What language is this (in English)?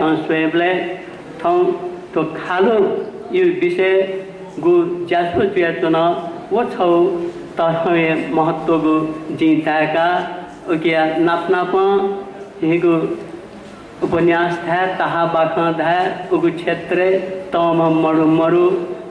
Newari